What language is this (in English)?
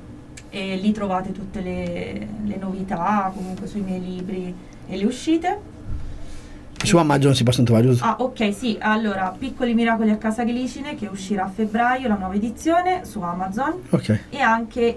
Italian